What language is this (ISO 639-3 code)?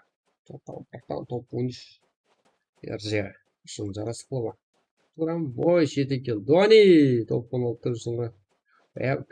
kaa